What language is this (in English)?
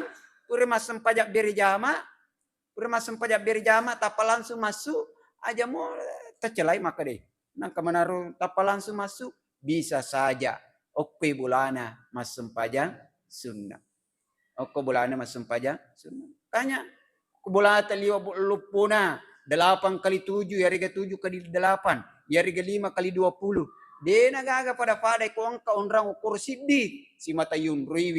Buginese